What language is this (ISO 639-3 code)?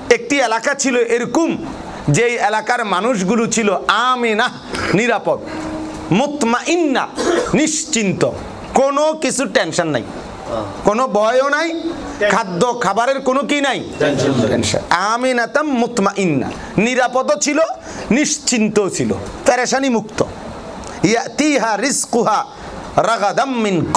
ben